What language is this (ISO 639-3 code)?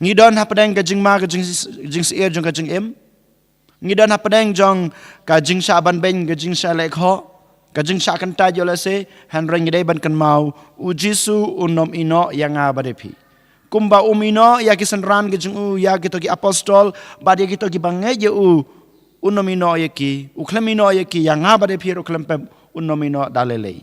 kha